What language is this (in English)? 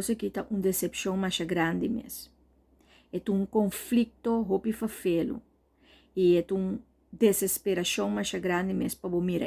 Papiamento